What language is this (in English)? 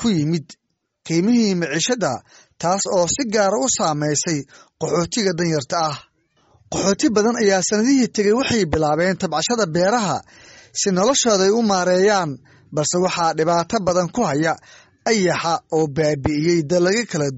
Somali